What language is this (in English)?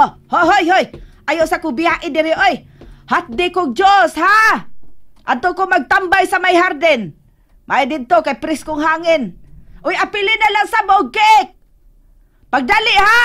Cebuano